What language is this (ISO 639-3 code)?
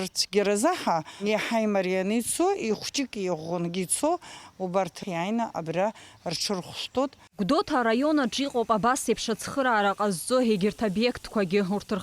abk